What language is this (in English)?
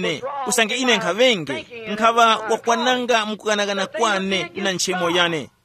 Tumbuka